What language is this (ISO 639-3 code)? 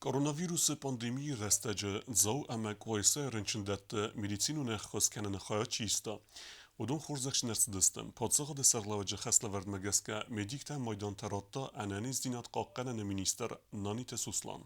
oss